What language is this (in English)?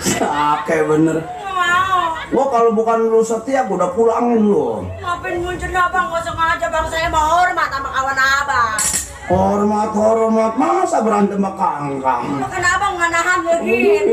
Betawi